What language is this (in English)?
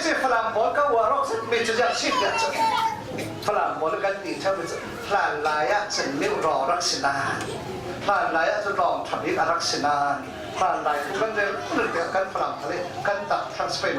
Falam Chin